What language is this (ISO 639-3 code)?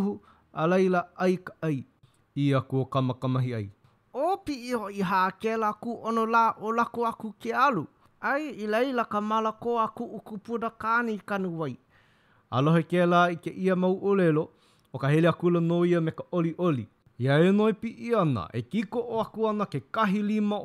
haw